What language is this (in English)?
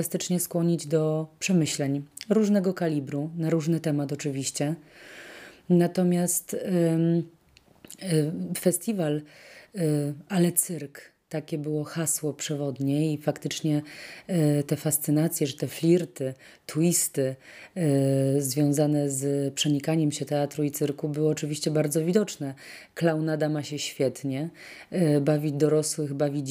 Polish